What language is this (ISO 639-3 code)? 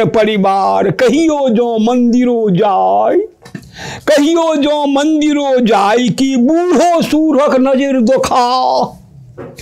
mai